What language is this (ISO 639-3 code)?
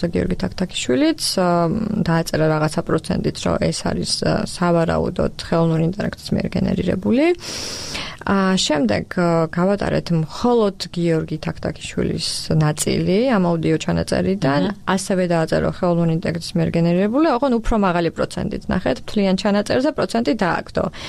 kat